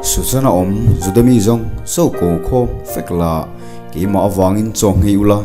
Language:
Mizo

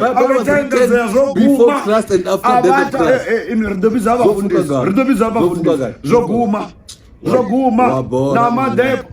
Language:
Venda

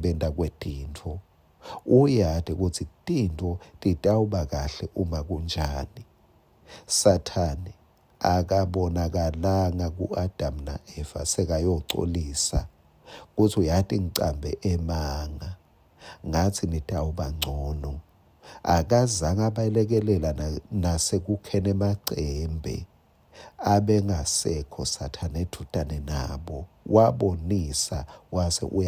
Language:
Swati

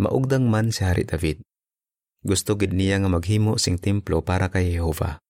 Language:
Hiligaynon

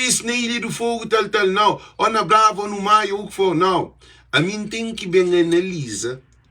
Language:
Kabuverdianu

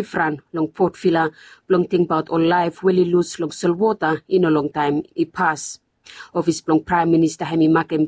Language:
Bislama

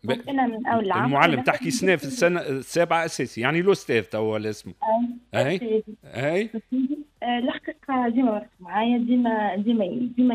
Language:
Tunisian Arabic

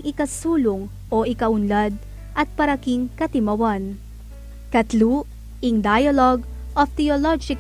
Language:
Pampanga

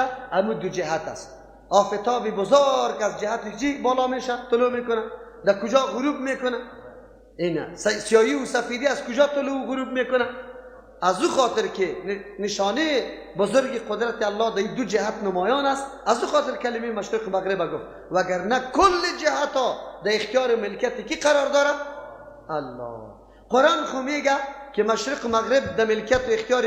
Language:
Persian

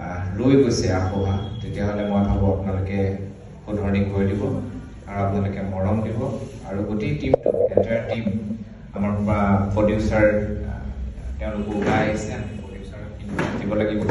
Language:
Assamese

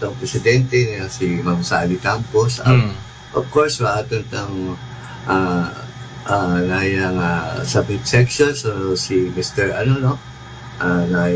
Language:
Aklanon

